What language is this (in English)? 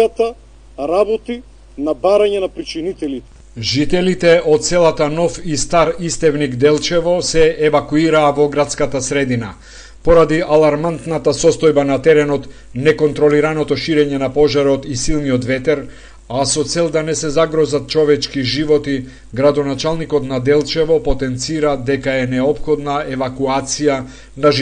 Macedonian